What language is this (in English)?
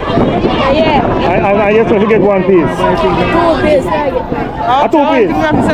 Jamaican Creole English